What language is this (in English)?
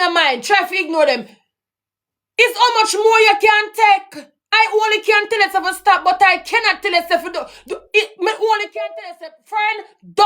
Jamaican Creole English